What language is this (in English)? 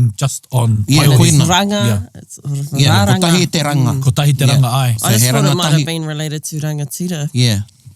Māori